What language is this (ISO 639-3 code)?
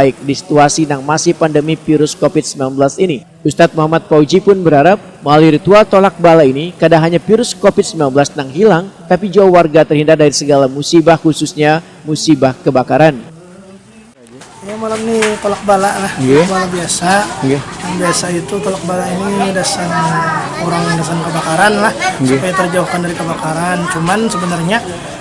bjn